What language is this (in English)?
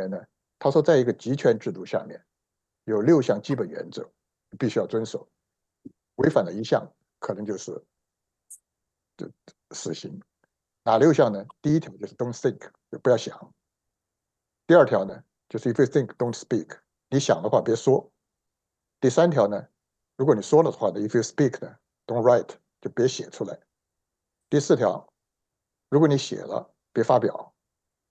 Chinese